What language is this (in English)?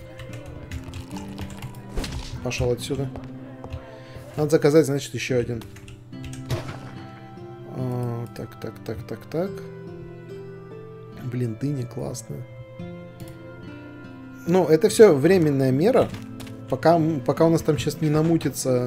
Russian